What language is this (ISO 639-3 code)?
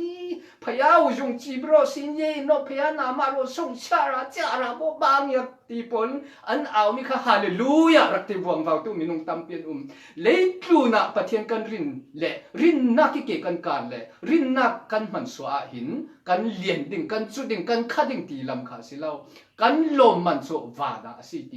cfm